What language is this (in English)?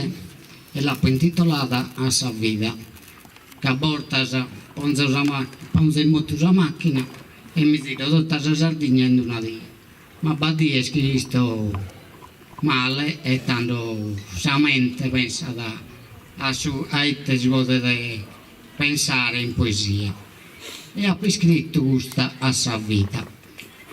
Sardinian